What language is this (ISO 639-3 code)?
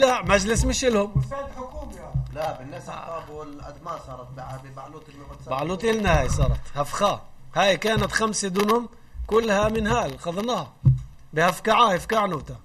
apc